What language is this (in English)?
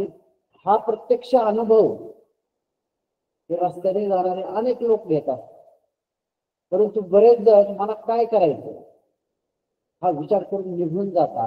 Marathi